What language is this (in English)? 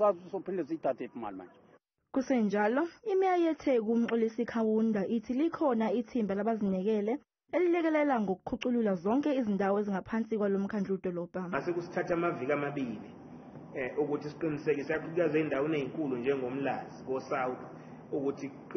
Zulu